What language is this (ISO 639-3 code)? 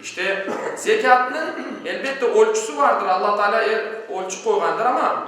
crh